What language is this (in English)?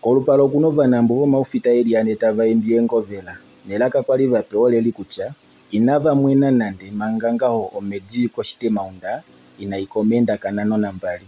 Kuanyama